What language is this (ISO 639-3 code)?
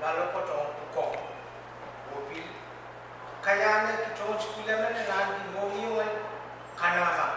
pon